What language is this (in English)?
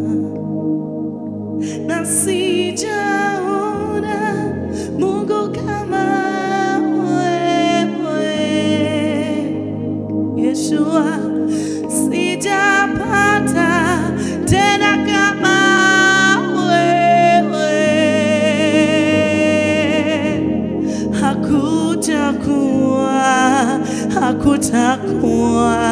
Swahili